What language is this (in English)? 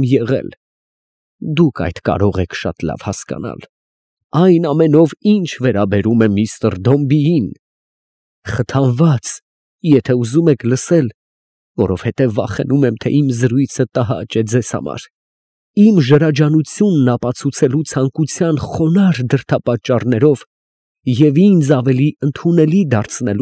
Armenian